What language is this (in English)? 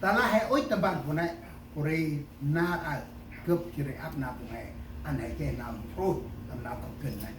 Central Mnong